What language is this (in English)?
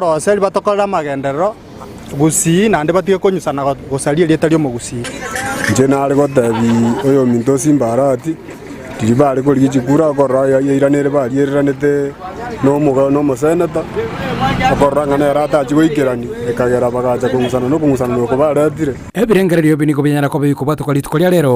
Gusii